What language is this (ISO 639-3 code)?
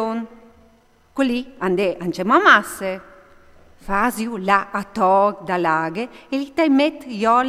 fur